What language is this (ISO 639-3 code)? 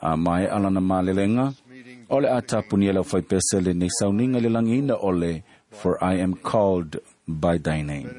smo